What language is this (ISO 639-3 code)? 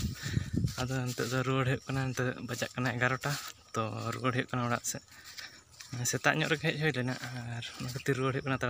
sat